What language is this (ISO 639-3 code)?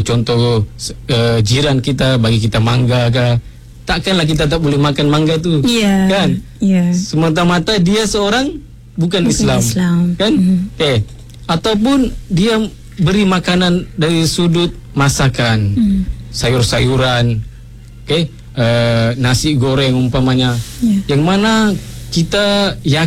msa